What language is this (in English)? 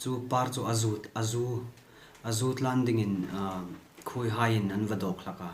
Hmar